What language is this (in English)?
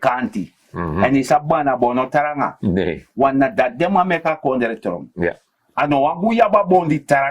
Sranan Tongo